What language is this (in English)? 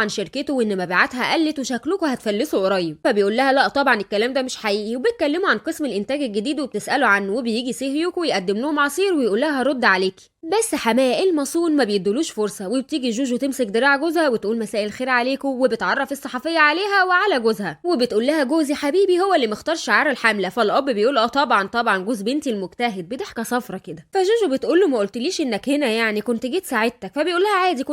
Egyptian Arabic